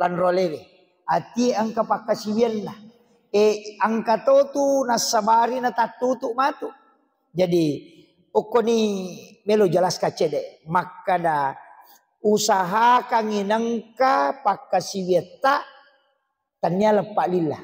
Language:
Buginese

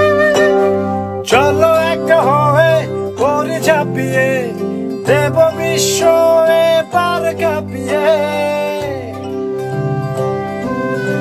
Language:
Bangla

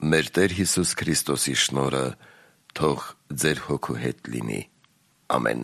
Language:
Armenian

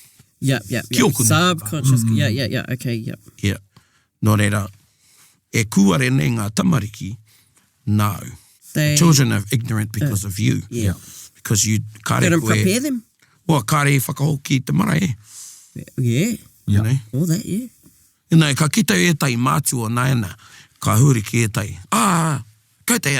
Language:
Māori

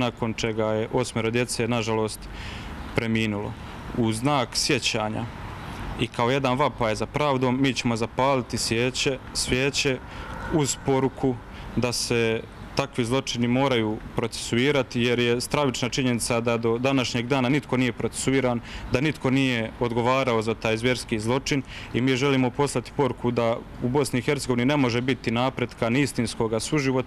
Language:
Croatian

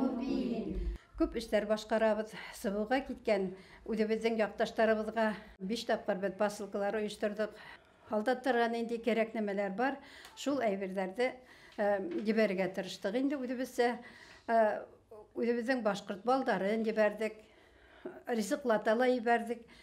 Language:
Bashkir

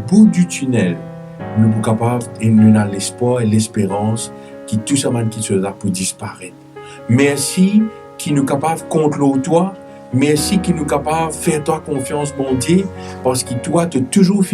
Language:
Morisyen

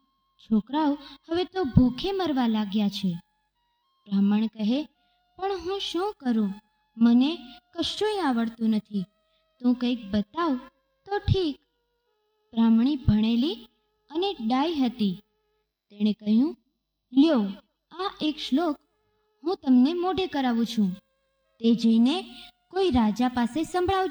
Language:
Gujarati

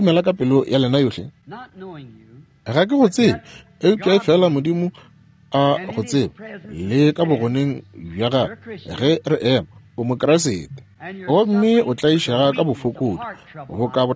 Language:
Northern Sotho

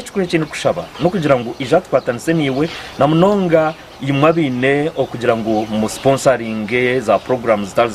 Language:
Nyankole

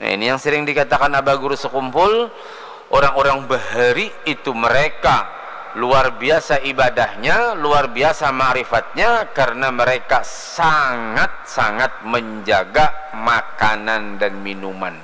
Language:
Banjar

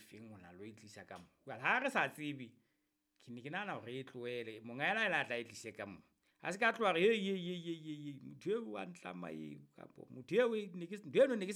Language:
Southern Sotho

